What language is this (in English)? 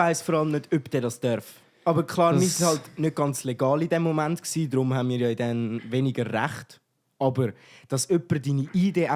Swiss German